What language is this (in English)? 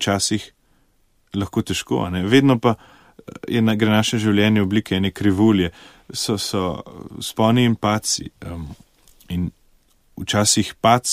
Slovenian